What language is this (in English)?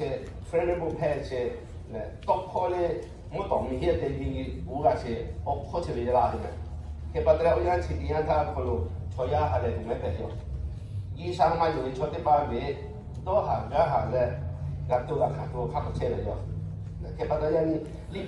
Lahu